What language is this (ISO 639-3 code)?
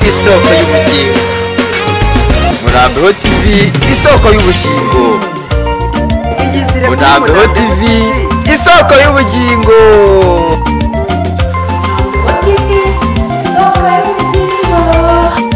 kin